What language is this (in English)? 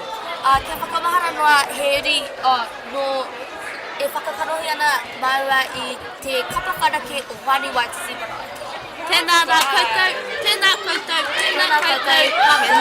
Māori